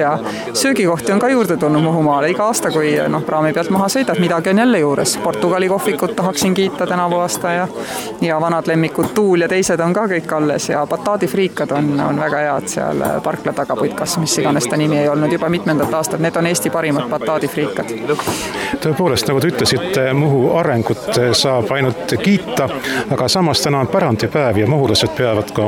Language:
Estonian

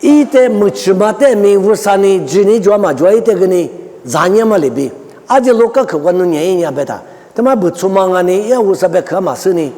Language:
Lisu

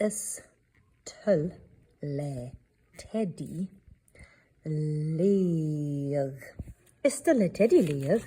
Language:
Scottish Gaelic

